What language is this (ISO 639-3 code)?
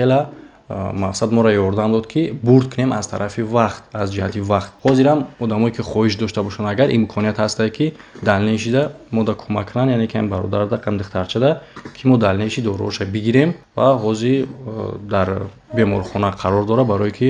tgk